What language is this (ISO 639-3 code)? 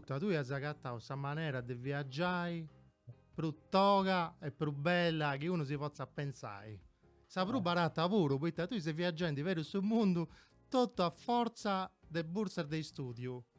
srd